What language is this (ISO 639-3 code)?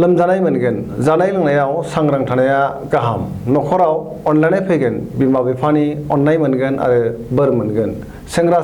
brx